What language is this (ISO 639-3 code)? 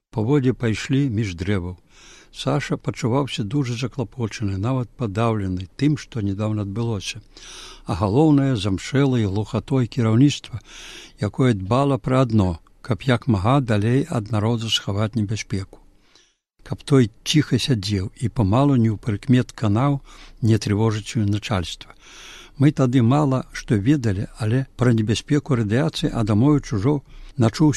bel